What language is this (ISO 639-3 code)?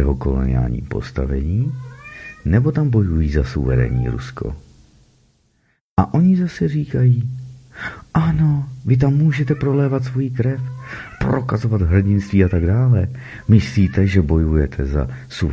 ces